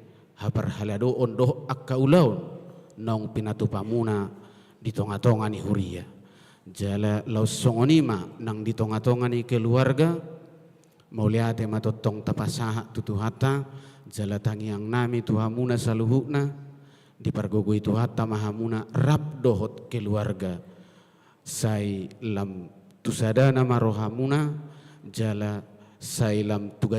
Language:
Batak Toba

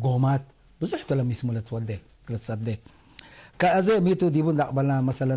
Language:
Tigre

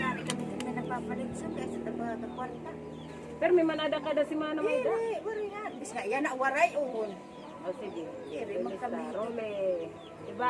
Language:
Waray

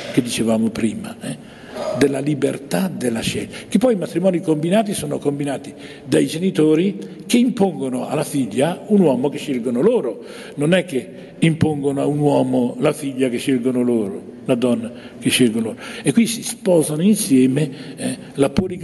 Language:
Italian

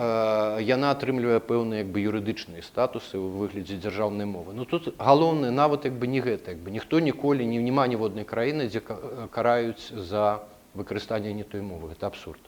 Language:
Belarusian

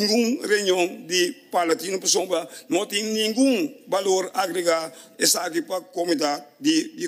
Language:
Papiamento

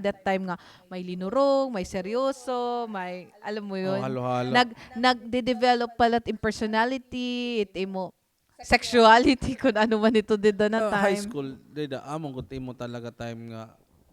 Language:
Waray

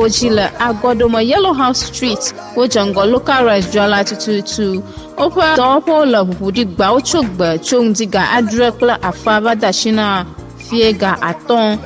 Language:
Ewe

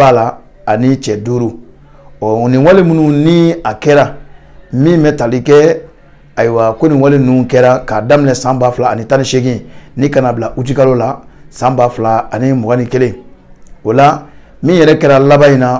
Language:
Bambara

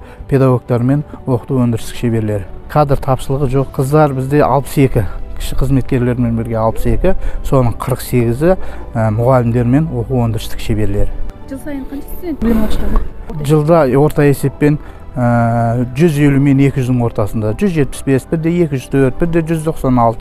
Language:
Kazakh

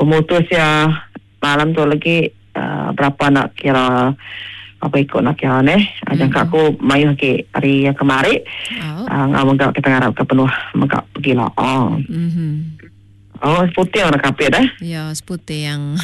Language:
Iban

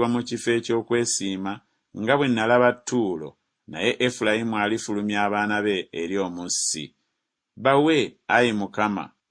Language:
Ganda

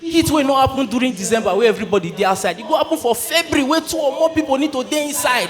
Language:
Nigerian Pidgin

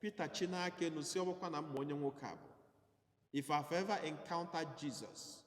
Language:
Igbo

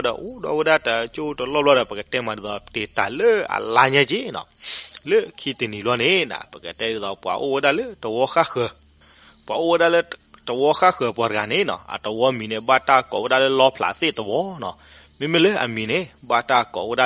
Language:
S'gaw Karen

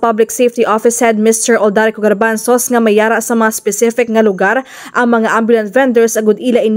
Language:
Hiligaynon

